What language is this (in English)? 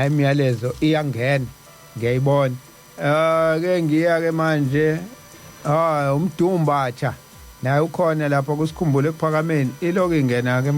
Zulu